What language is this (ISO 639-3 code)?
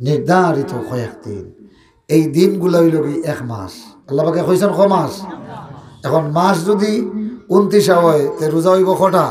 syl